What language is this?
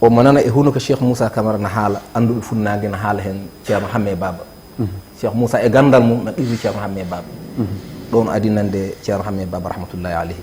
Fula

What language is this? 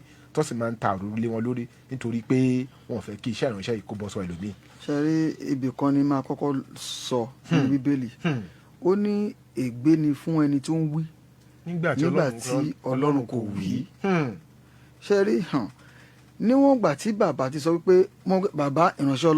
Yoruba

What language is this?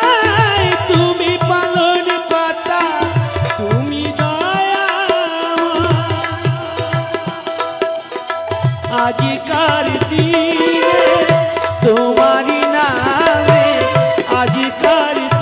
Bangla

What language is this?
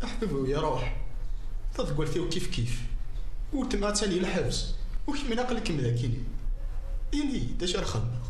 Kabyle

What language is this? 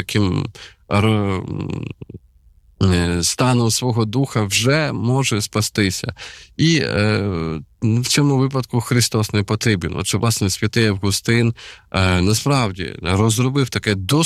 Ukrainian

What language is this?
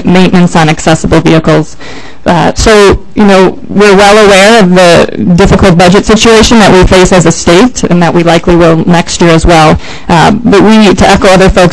English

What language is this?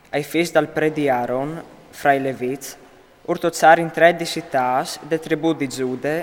Friulian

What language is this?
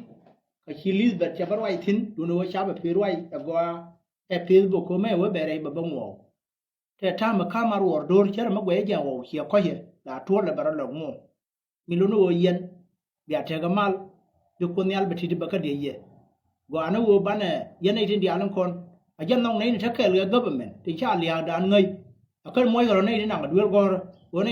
Nuer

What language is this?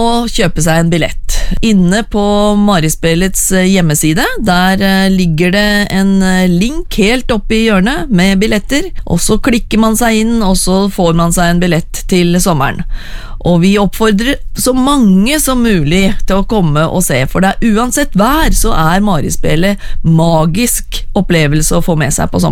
Norwegian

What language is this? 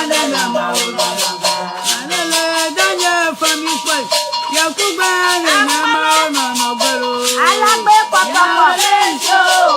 Ewe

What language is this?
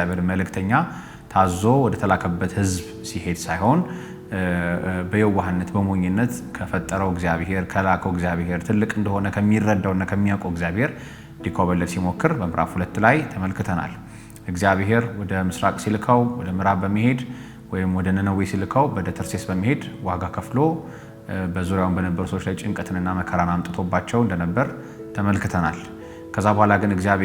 Amharic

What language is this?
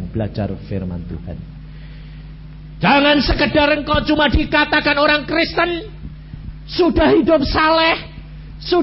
Indonesian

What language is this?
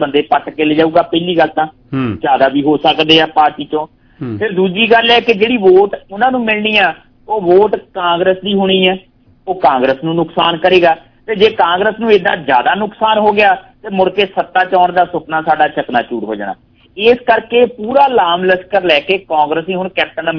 Punjabi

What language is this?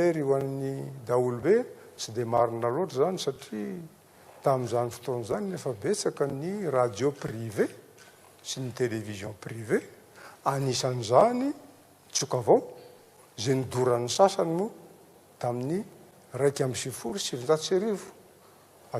Malagasy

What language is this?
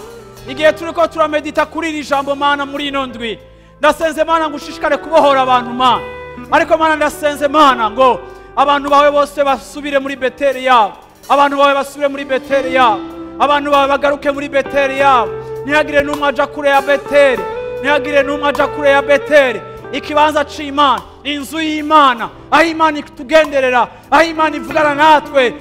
Rundi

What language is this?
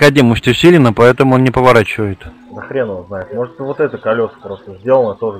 Russian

